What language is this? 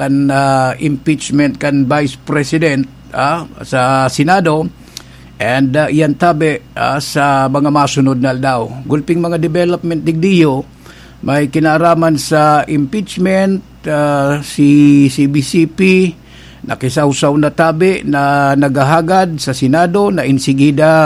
Bikol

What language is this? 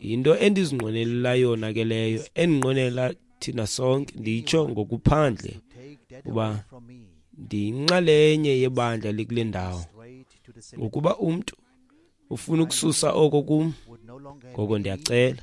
Xhosa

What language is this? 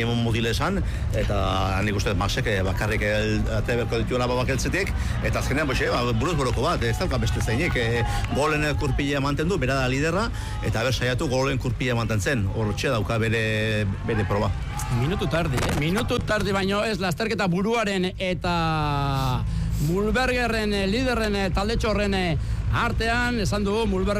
Basque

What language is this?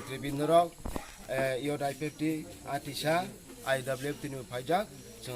Kok Borok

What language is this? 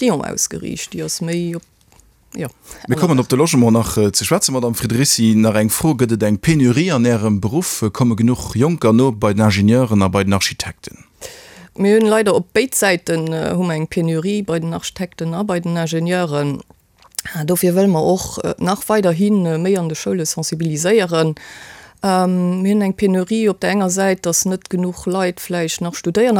Luxembourgish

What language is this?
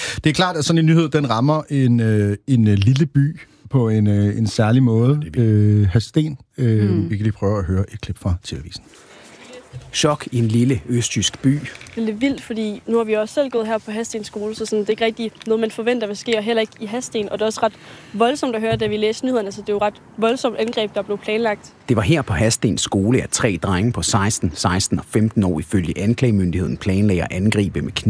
Danish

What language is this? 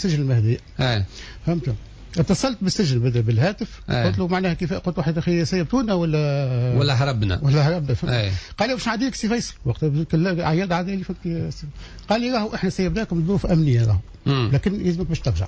Tunisian Arabic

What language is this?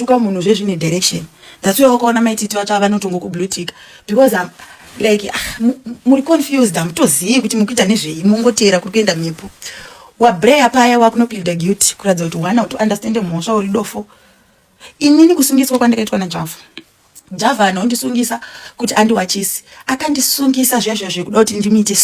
Shona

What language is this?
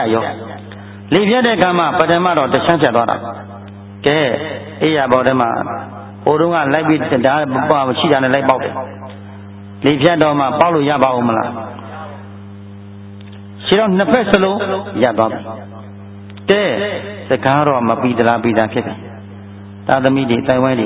Burmese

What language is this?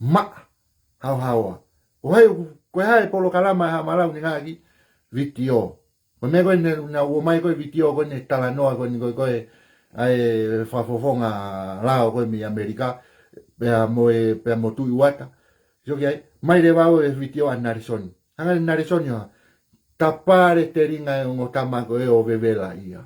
Tongan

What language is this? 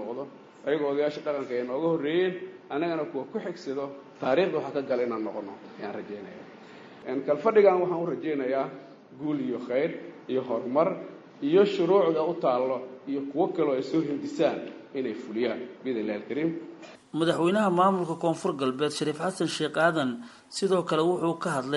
Somali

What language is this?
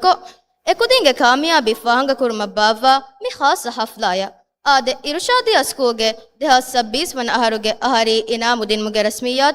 Divehi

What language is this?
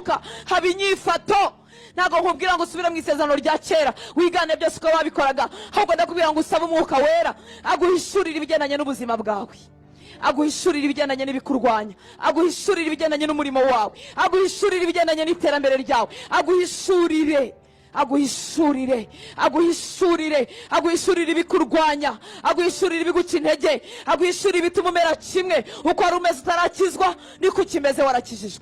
Kinyarwanda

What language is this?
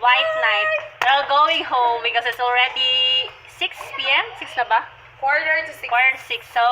Cebuano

